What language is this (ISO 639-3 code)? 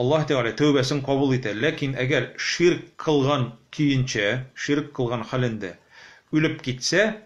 tat